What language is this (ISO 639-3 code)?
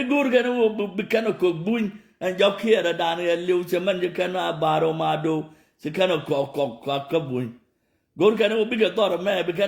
nus